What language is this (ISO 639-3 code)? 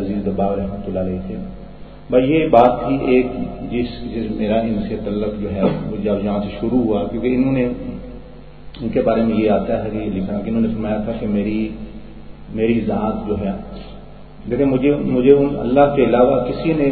urd